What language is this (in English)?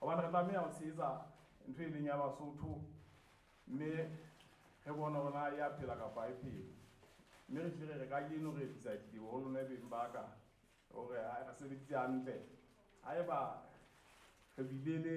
Southern Sotho